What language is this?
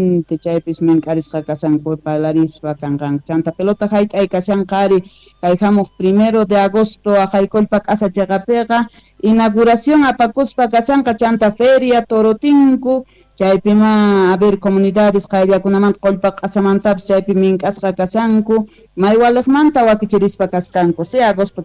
Quechua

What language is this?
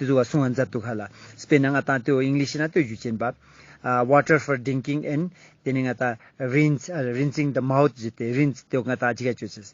Ladakhi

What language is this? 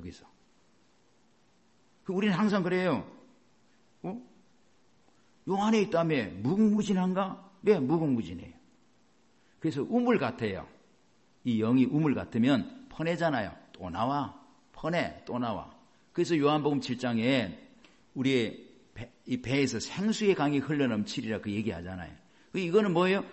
Korean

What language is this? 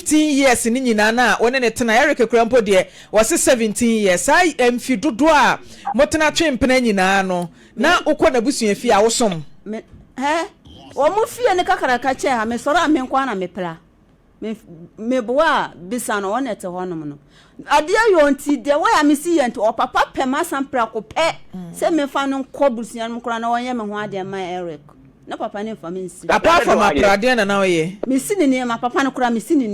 Akan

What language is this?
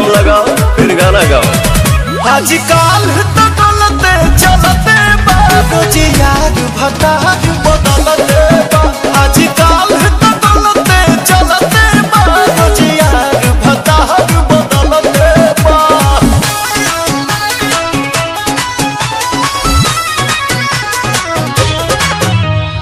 Bhojpuri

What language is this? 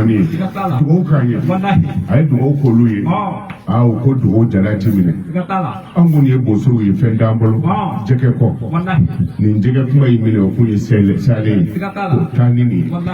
Bambara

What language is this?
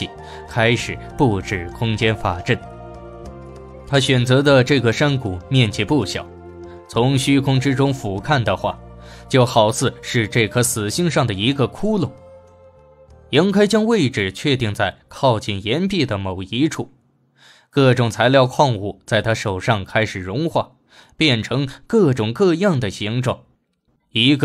Chinese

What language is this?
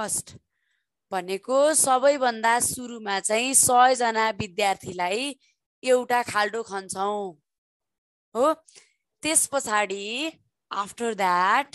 Nepali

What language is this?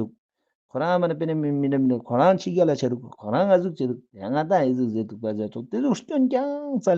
Ladakhi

